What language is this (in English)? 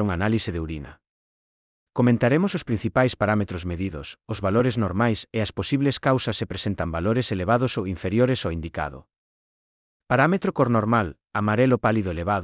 Galician